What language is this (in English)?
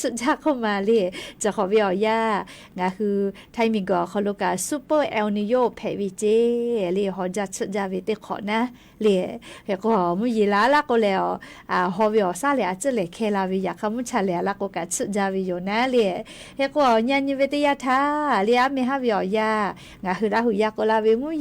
Lahu